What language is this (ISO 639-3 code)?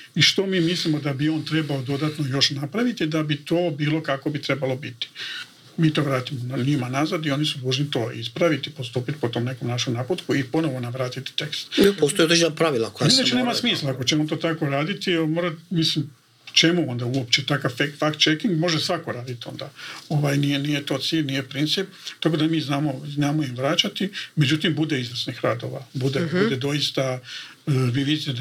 hrv